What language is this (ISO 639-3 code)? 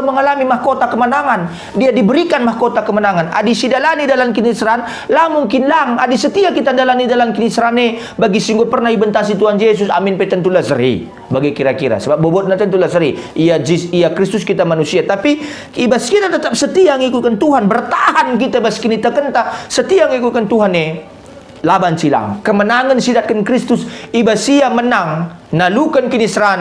btx